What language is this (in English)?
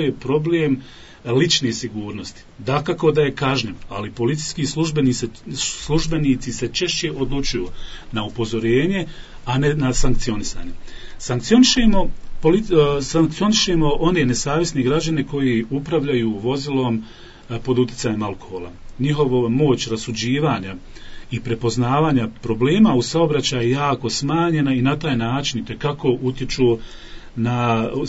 Bosnian